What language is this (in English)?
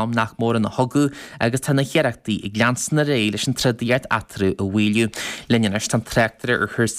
Irish